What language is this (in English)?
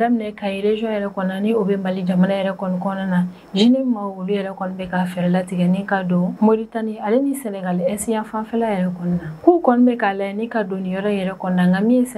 Bambara